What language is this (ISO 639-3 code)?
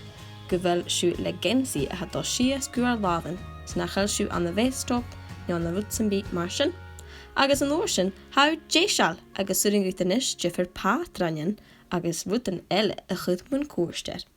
gla